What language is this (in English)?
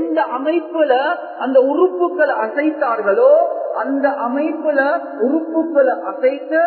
Tamil